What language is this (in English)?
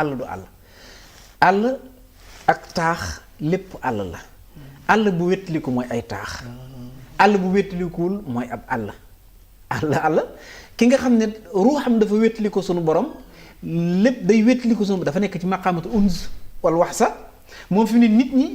Wolof